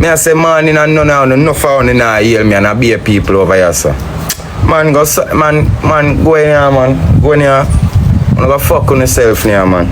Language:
Jamaican Creole English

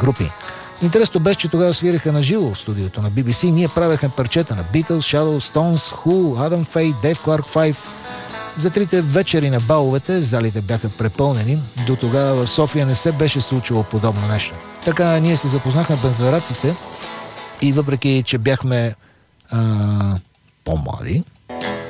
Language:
Bulgarian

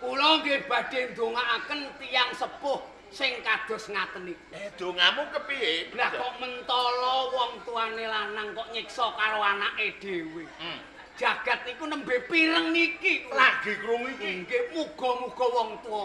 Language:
Javanese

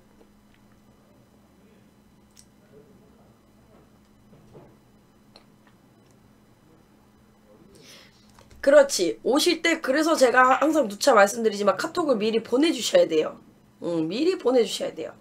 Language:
Korean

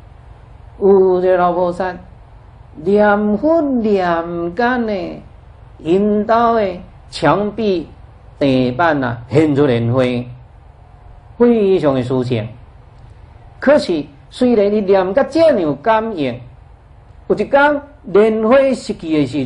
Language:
Chinese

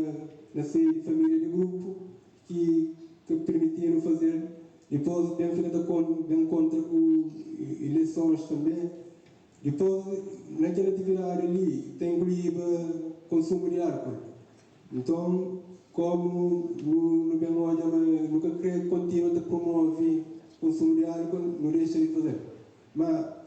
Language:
Kabuverdianu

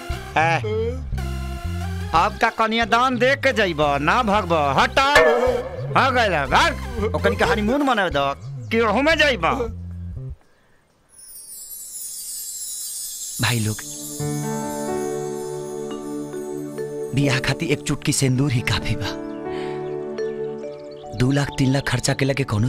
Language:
Bhojpuri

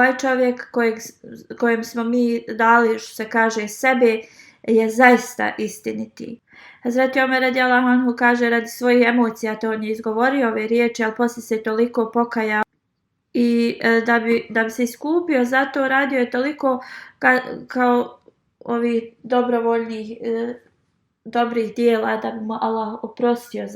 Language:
Bosnian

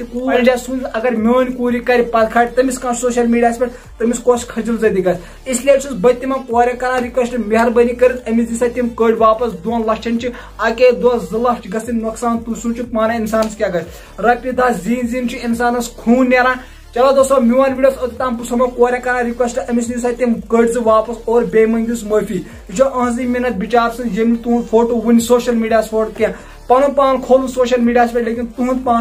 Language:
Kashmiri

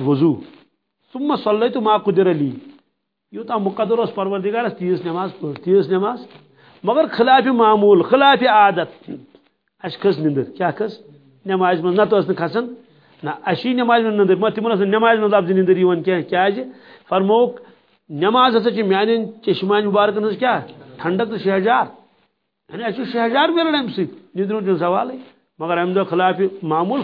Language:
Kashmiri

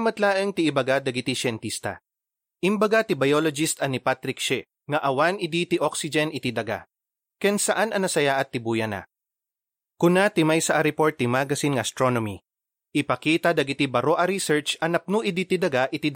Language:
Iloko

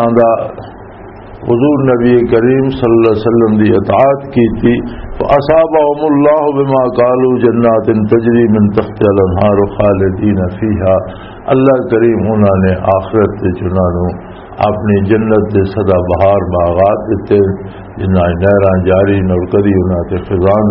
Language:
Western Panjabi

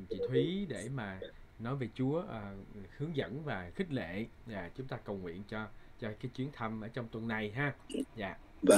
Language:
Vietnamese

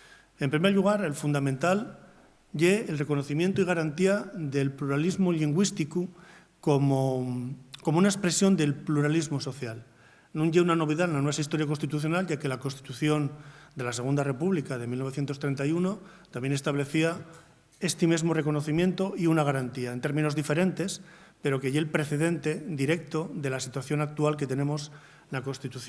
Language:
Asturian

